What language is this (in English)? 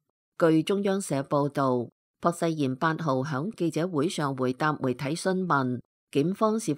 Cantonese